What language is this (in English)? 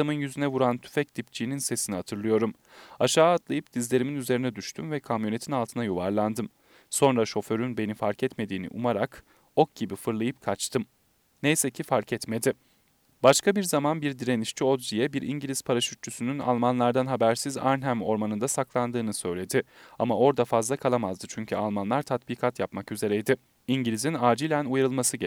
Turkish